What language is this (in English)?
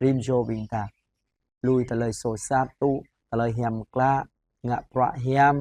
Jarai